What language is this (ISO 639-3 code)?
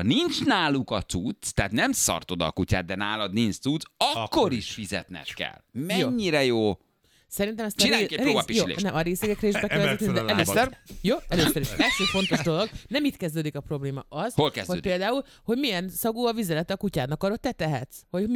hun